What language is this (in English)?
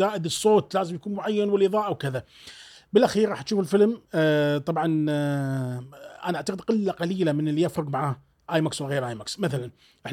Gulf Arabic